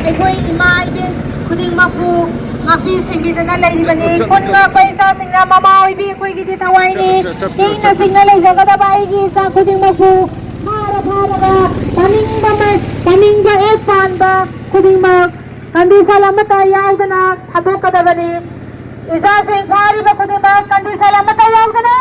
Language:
Manipuri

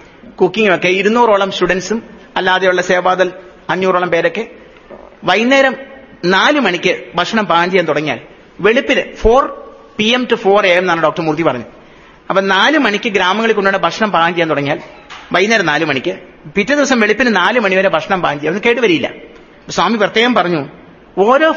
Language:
Malayalam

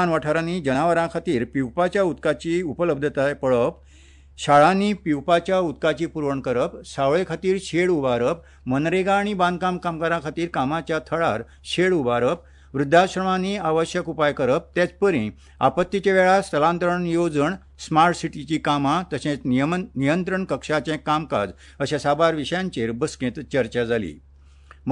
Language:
Konkani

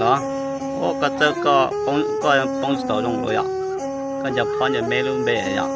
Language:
Hmong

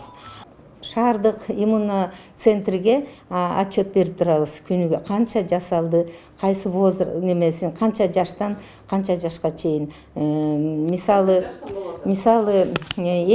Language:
Kyrgyz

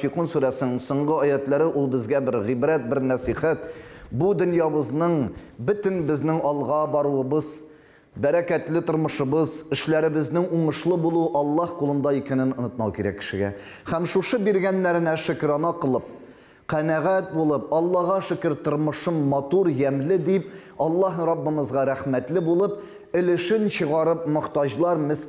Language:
Tatar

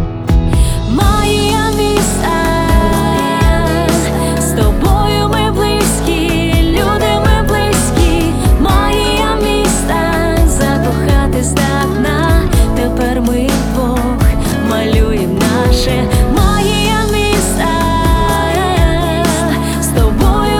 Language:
Ukrainian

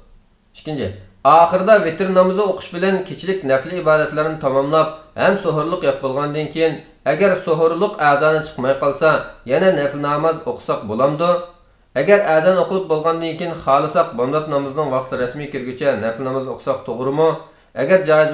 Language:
Uyghur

